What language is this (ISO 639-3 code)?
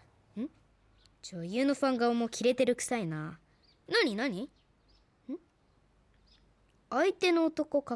jpn